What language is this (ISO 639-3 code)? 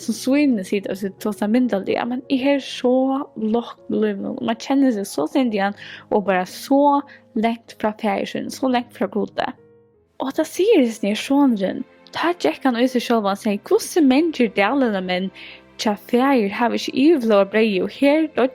fao